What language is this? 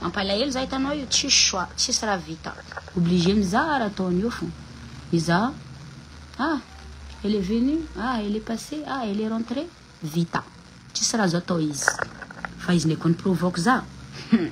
Malagasy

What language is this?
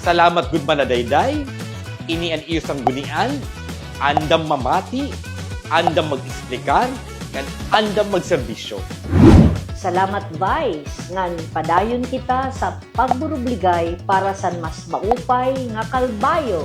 Waray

